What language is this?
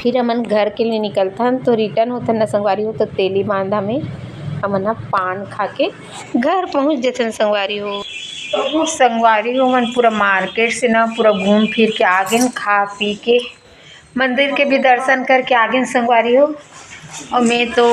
Chhattisgarhi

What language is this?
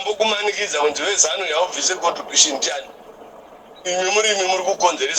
Shona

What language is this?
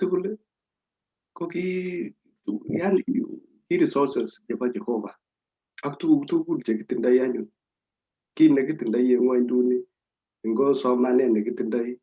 Kalenjin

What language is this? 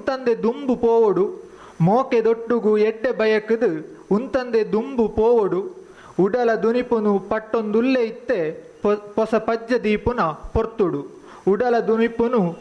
Tulu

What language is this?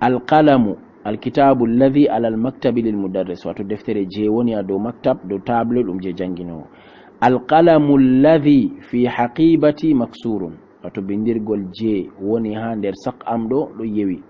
Fula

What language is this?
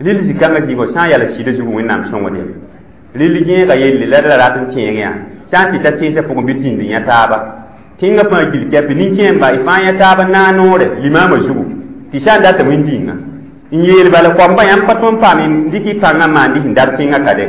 Mossi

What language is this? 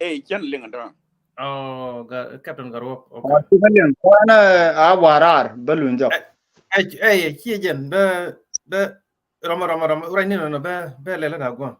Nuer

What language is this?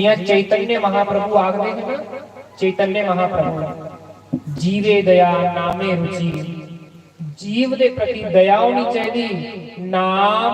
Dogri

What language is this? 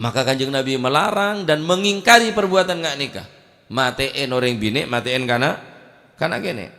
Madurese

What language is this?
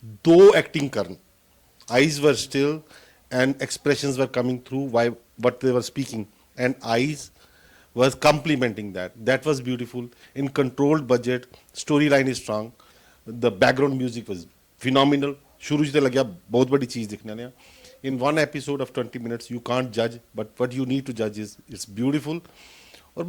Dogri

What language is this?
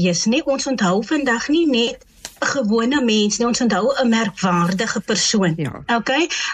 Afrikaans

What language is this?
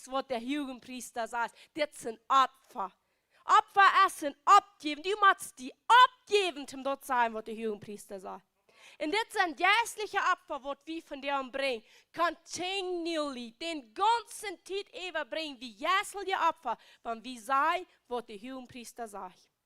Plautdietsch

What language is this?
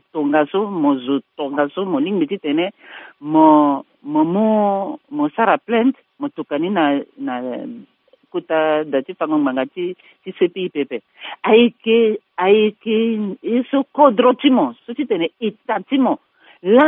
Sango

